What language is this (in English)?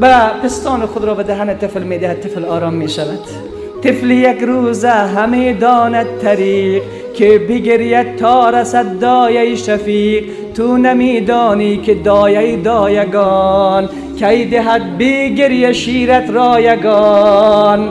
Persian